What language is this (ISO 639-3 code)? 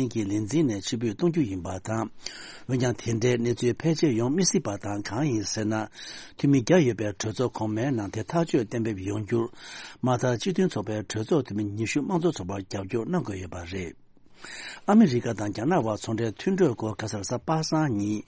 bod